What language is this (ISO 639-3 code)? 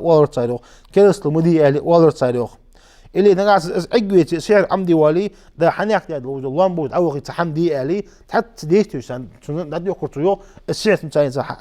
inh